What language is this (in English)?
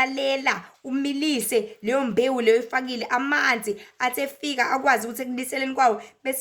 Zulu